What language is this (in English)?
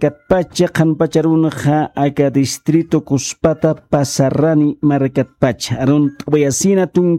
Aymara